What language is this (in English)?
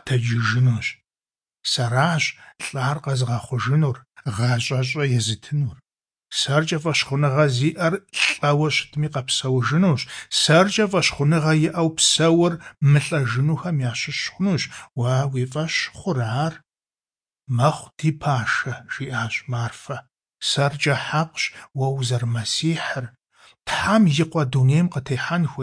Kabardian